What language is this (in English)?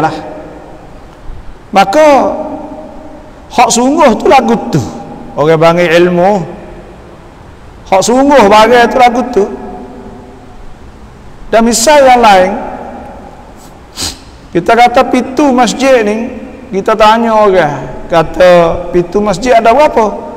Malay